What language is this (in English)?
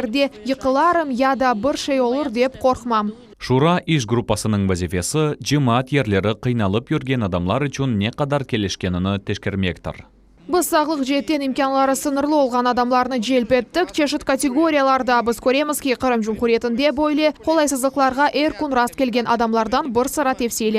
Crimean Tatar